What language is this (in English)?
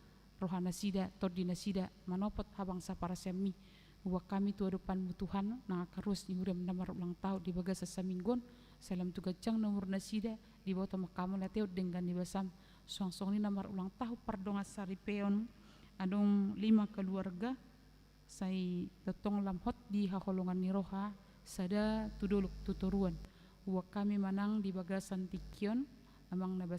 Batak Toba